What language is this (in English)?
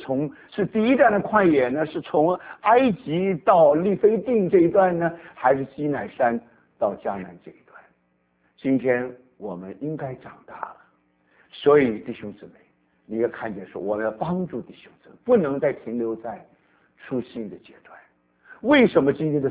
Chinese